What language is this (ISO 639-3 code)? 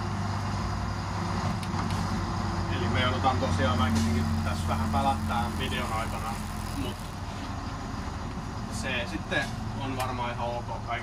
fin